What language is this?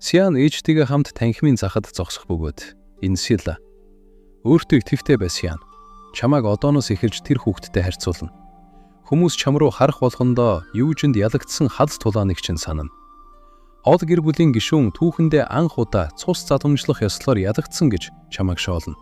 Mongolian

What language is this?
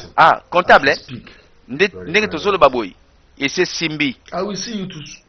Lingala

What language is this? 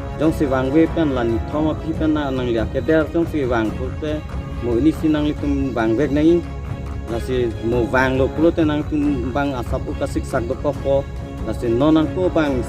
Karbi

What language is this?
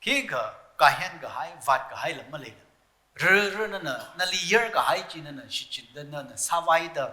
Tangkhul Naga (India)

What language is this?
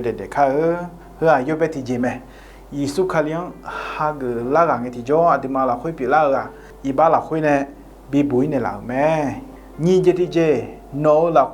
Akha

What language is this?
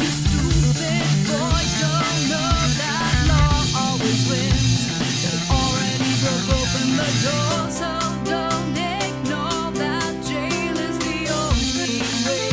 Bavarian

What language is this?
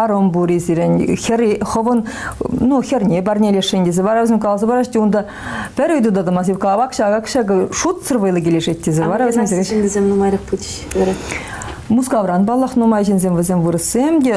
Chuvash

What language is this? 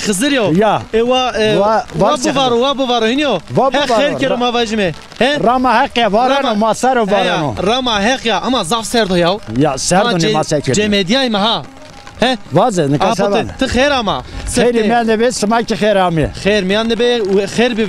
Zaza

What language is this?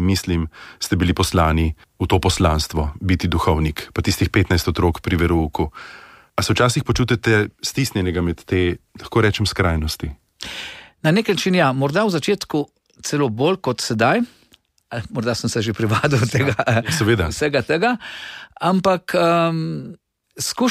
Slovenian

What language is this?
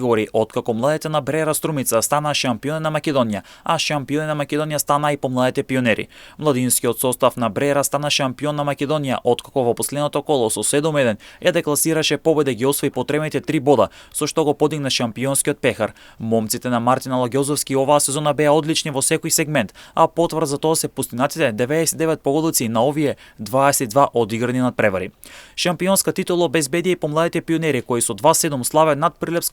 Macedonian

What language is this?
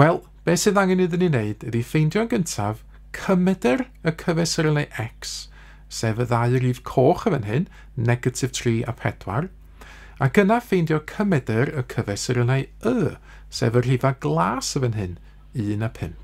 Welsh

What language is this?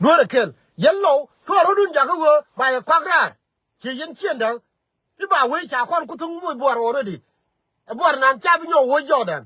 Nuer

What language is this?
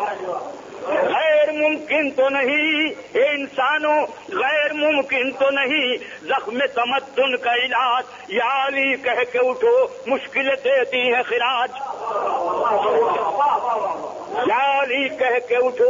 Urdu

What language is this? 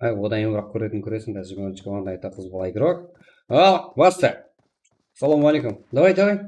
Kara-Kalpak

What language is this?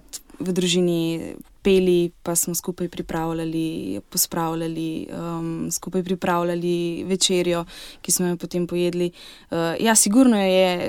Slovenian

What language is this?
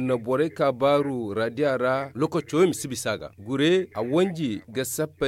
Zarma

